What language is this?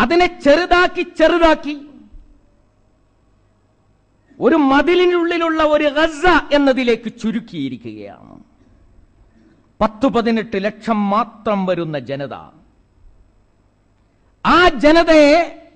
Malayalam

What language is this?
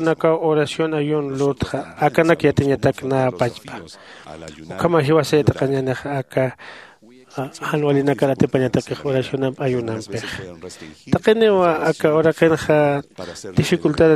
Aymara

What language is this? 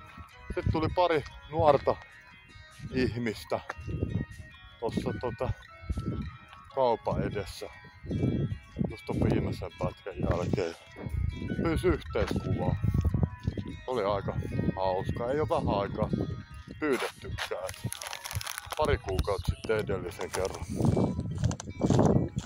Finnish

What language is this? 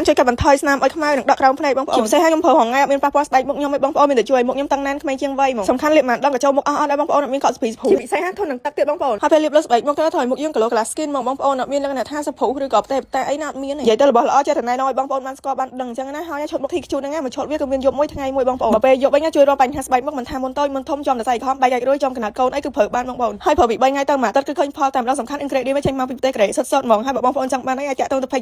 Khmer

